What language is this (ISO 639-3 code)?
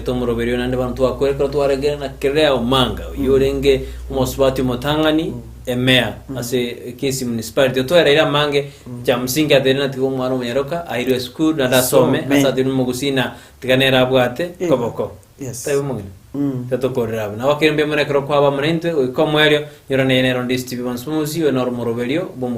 guz